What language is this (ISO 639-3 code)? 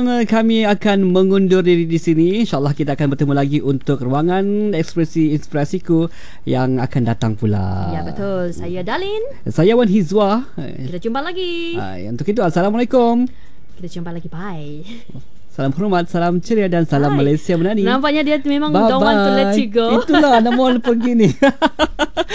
msa